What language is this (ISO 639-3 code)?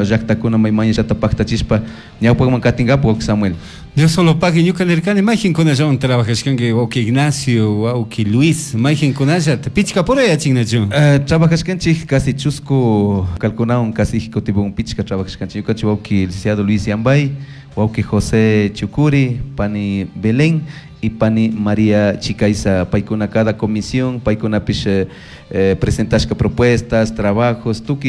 qug